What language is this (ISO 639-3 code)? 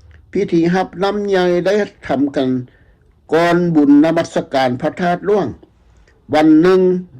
lao